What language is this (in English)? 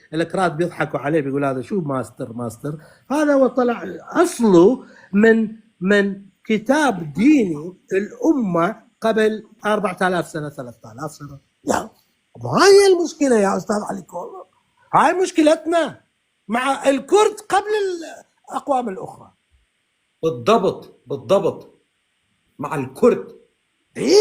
North Levantine Arabic